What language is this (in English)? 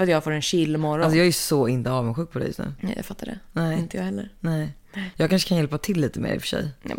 Swedish